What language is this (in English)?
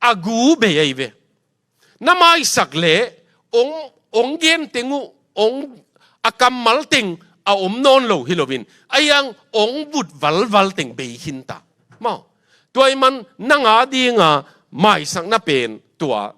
Tedim Chin